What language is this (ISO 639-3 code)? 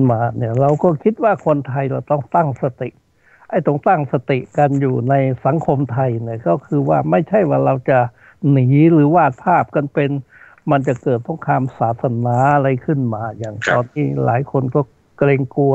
tha